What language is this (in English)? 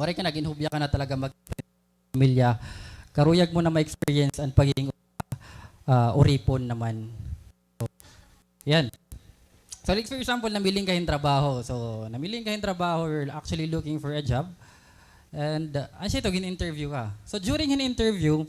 Waray